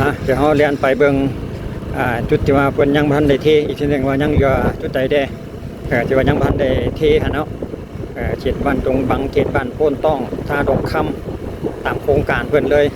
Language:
Lao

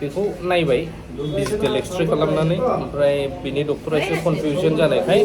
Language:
Bodo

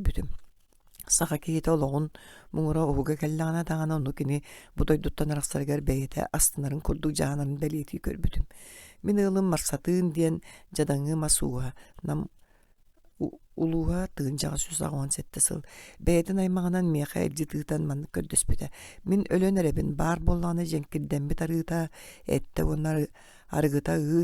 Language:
Yakut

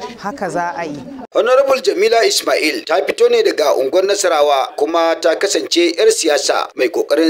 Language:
Hausa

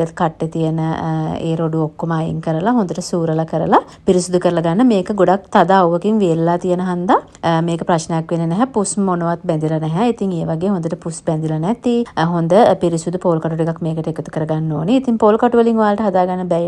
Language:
Sinhala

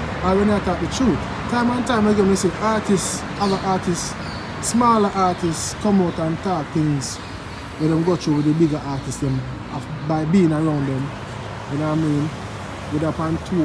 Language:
Jamaican Creole English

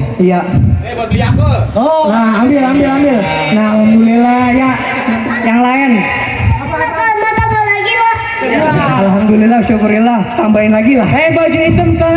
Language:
Betawi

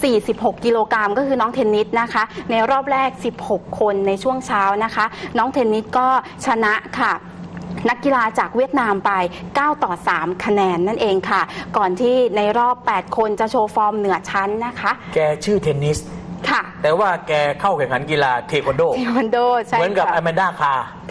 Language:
Thai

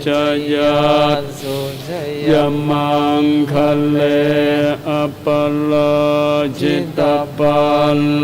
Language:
Pali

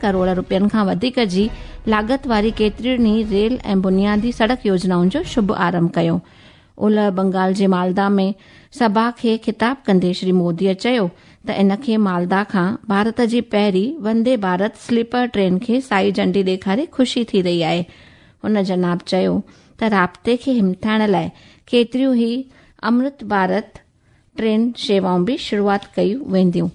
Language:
Sindhi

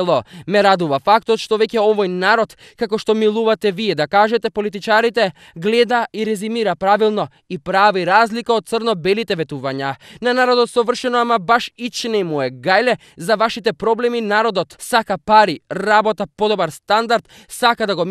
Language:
Macedonian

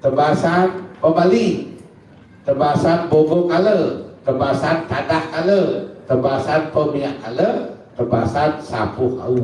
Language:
Balinese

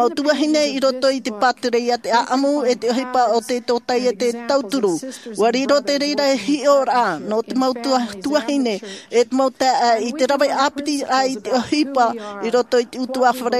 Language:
Tahitian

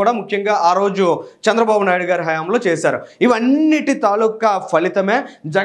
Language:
Telugu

